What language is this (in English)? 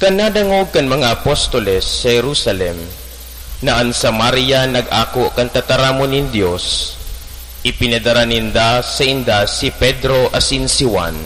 Bikol